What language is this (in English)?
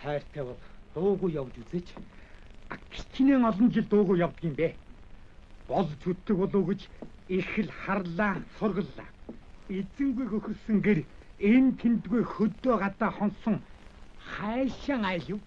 Mongolian